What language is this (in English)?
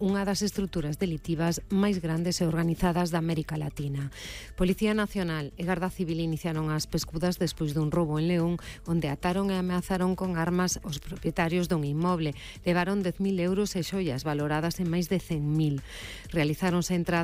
Galician